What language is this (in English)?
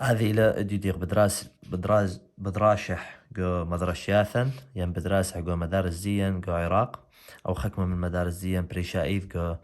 Assyrian Neo-Aramaic